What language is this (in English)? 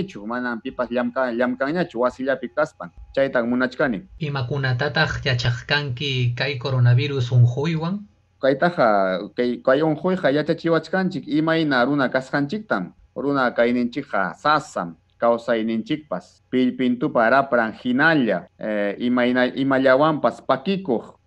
Ayacucho Quechua